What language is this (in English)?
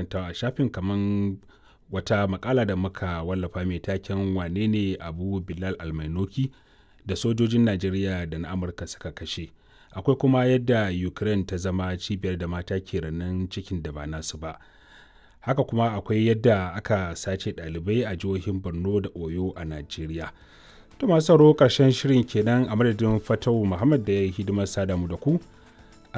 Hausa